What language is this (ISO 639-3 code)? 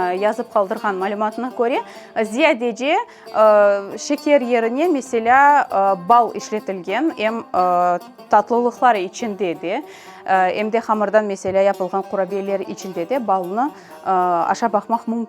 crh